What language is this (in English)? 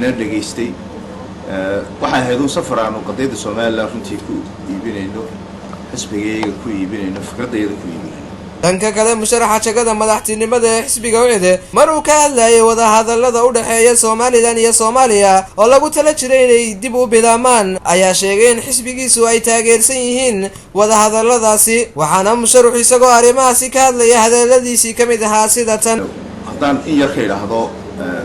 Somali